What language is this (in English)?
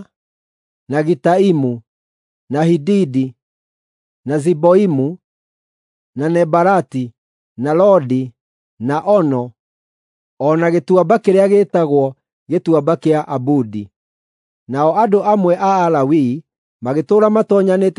Kikuyu